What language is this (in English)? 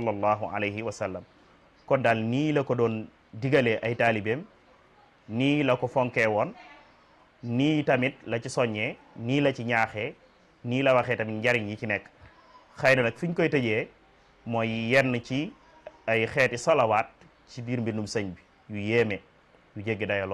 Wolof